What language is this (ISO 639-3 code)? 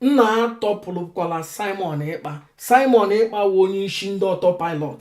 ibo